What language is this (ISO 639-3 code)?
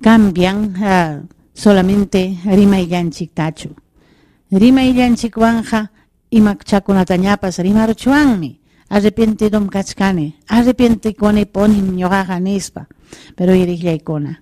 quy